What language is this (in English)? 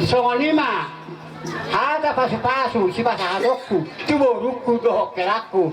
Batak Toba